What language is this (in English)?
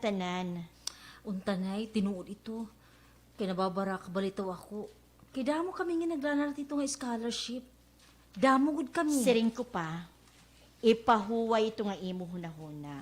Waray